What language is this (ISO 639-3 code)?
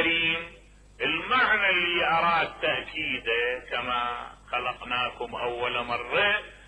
acm